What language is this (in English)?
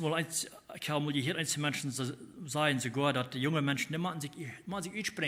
Plautdietsch